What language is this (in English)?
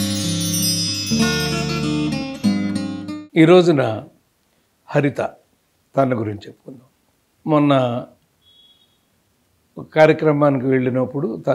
Telugu